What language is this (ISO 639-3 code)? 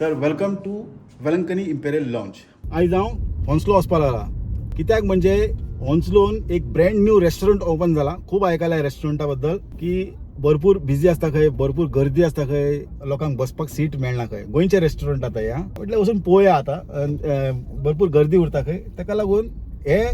kok